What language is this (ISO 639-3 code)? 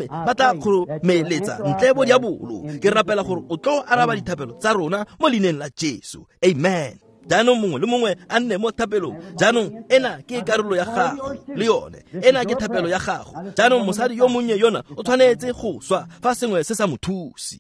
tsn